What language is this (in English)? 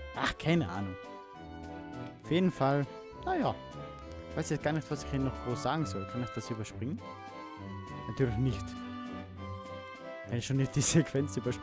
German